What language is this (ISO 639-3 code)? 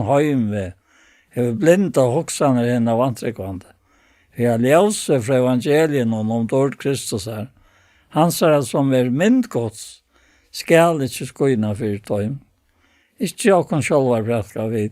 fao